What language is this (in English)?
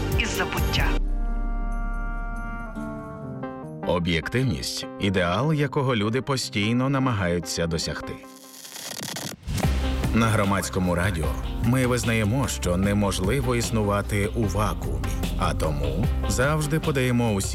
Ukrainian